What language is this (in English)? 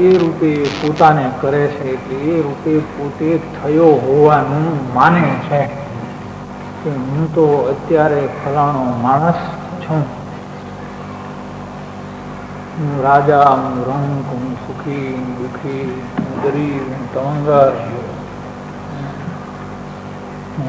Gujarati